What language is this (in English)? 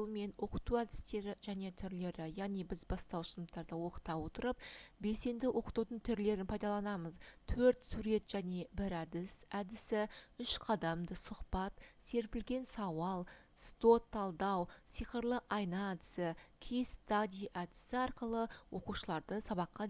Kazakh